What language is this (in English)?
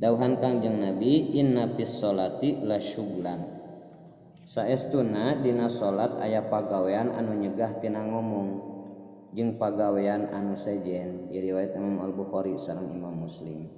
Sundanese